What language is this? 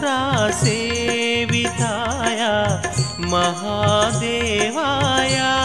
Telugu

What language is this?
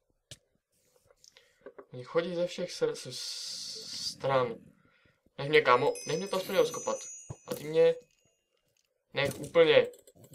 Czech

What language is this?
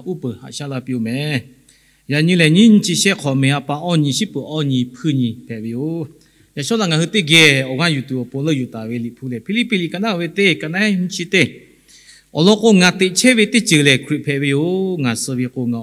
Lahu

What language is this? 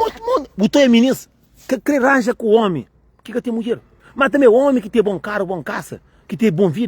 Kabuverdianu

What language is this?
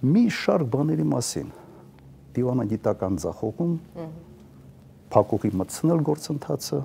Armenian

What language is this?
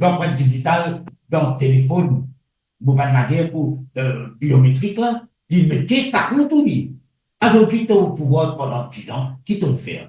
Morisyen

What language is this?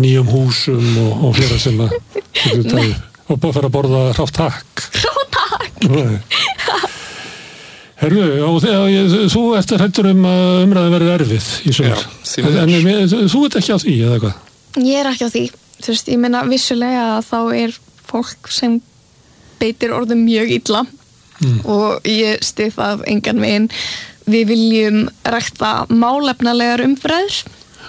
Icelandic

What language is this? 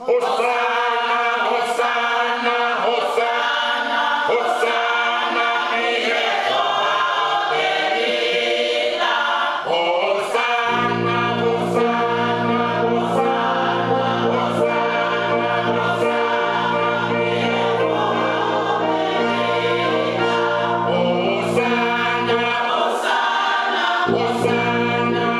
Tongan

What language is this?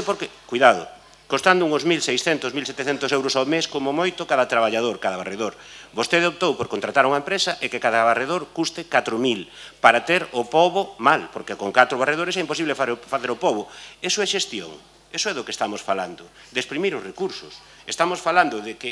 Galician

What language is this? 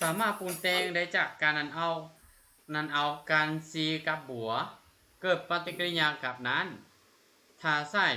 Lao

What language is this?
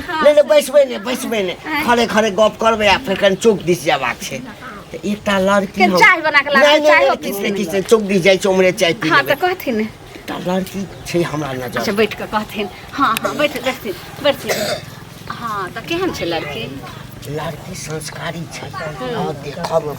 Maithili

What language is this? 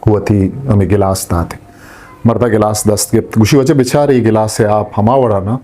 Eastern Balochi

